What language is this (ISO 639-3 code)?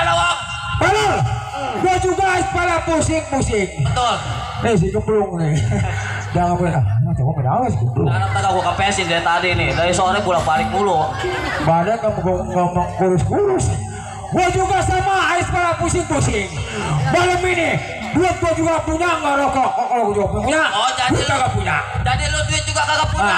bew